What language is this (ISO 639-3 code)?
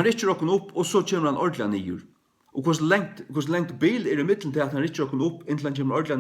fao